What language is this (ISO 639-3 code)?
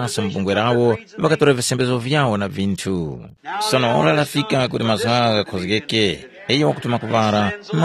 tum